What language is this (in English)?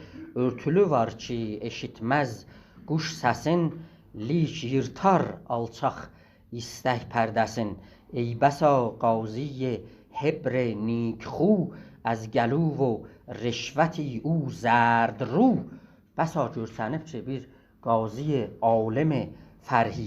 South Azerbaijani